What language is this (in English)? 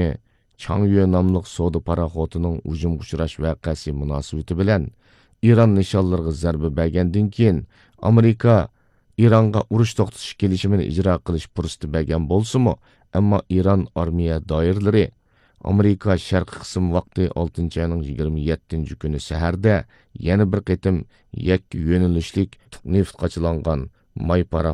Uyghur